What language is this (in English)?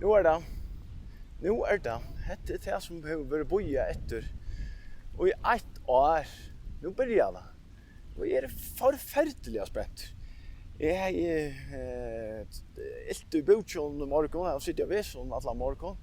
Faroese